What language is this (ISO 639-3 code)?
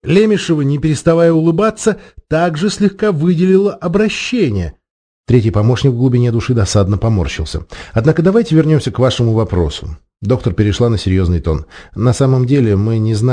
rus